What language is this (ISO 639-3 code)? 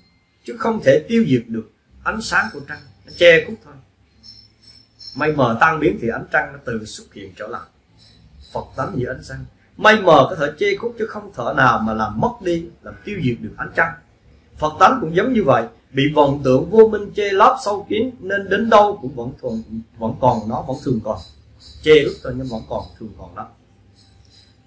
vie